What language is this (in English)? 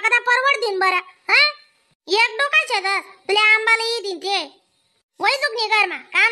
Khandesi